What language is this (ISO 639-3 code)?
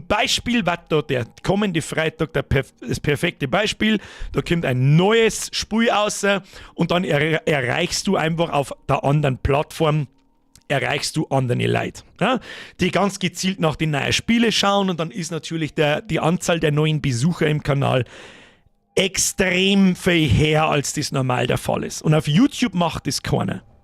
bar